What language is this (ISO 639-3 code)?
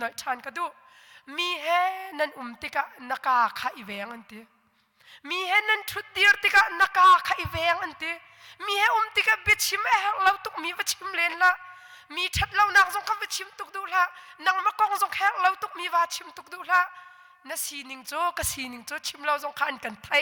cnh